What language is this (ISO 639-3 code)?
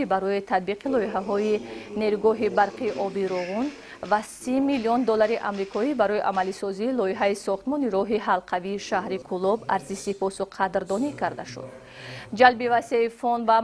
tgk